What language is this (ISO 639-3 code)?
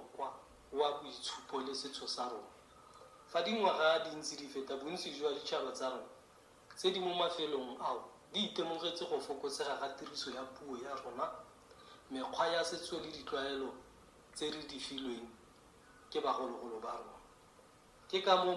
tsn